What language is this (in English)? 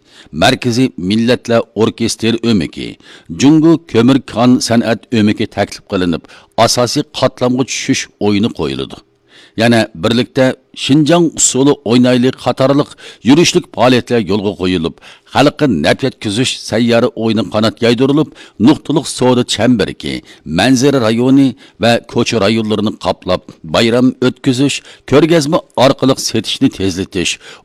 Uyghur